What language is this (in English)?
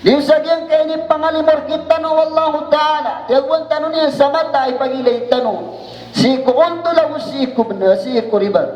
Maranao